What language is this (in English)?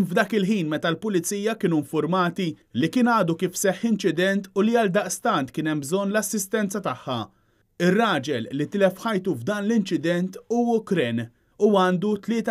Maltese